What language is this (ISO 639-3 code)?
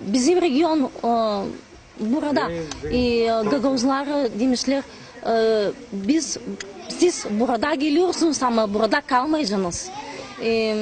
gag